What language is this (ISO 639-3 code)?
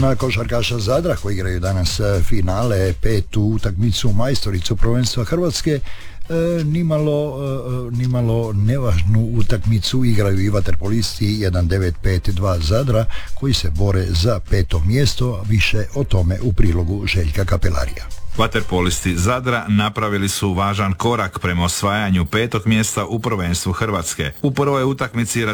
hrv